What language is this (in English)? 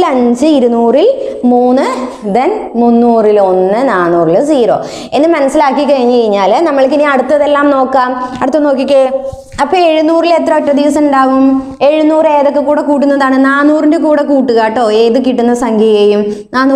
Malayalam